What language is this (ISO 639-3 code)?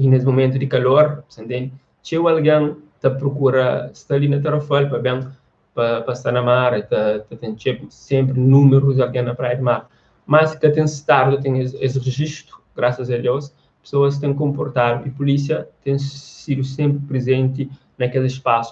kea